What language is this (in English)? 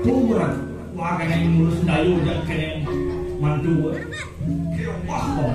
Balinese